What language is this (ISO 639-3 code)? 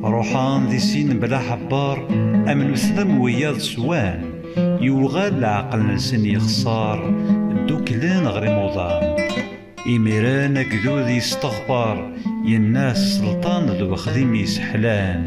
kab